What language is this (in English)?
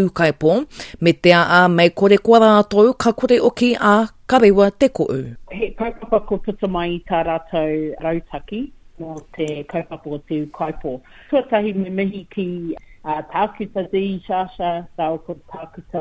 Māori